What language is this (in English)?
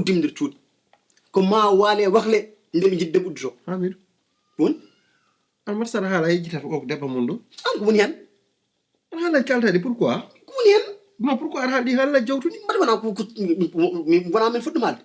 Fula